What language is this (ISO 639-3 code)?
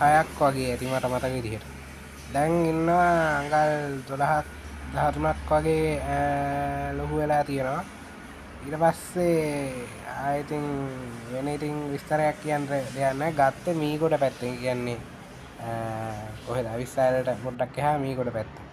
sin